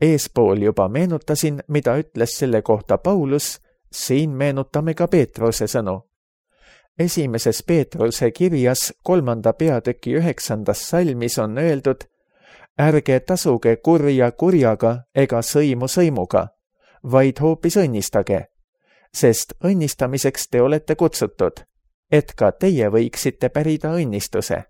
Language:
Estonian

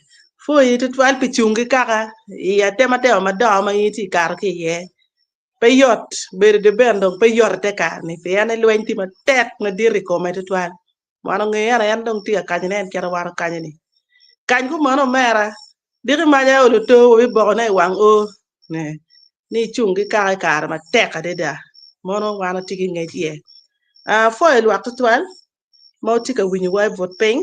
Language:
Acoli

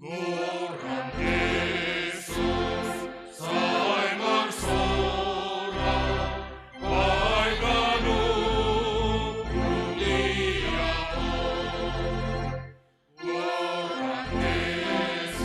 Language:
Batak Simalungun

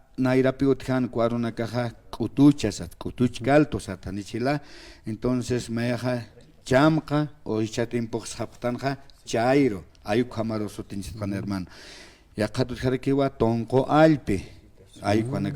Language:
Aymara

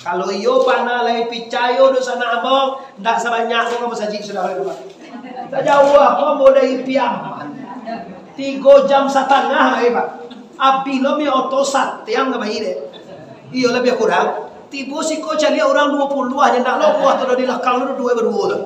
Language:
Minangkabau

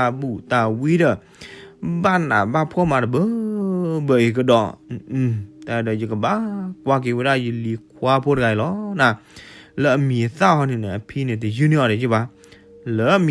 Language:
S'gaw Karen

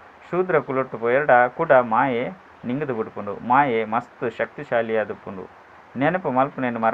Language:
Tulu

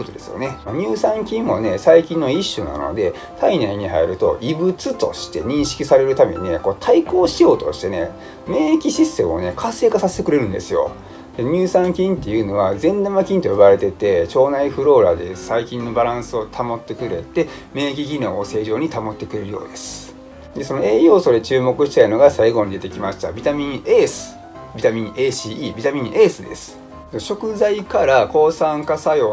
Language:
Japanese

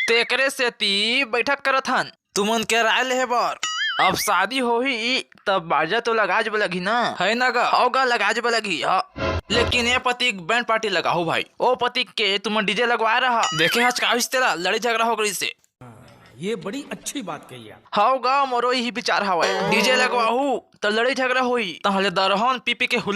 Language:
Chhattisgarhi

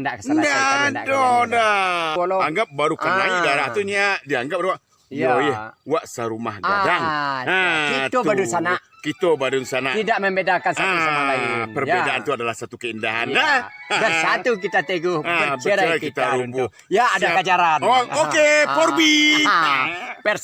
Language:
Minangkabau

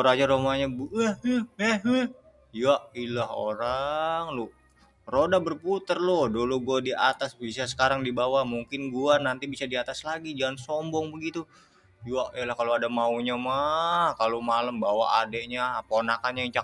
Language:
Betawi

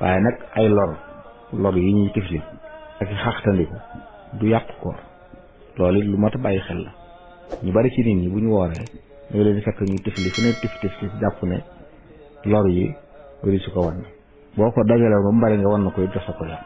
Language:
Wolof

